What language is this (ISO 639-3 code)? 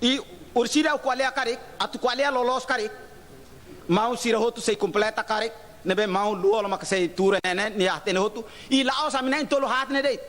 tet